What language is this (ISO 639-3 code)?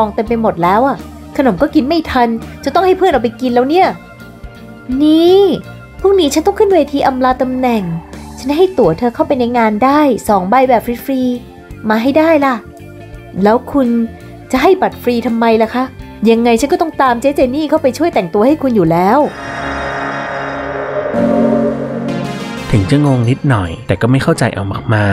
tha